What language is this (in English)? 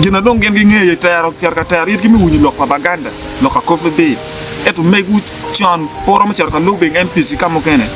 Acoli